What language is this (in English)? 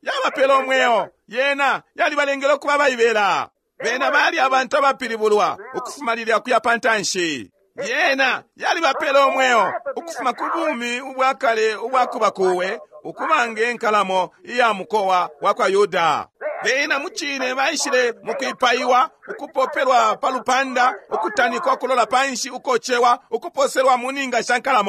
Bemba